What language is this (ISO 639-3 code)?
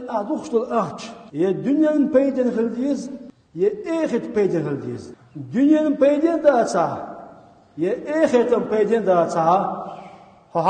che